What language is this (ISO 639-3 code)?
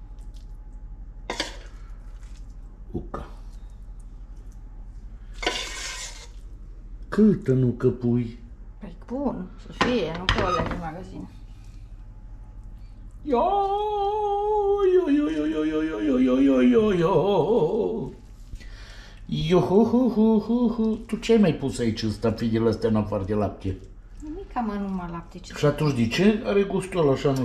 ron